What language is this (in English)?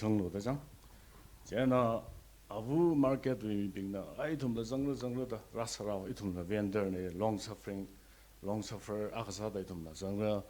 Tangkhul Naga (India)